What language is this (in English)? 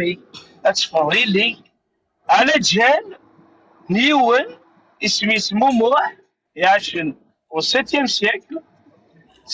Kabyle